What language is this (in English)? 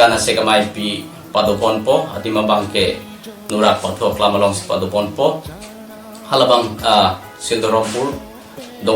Karbi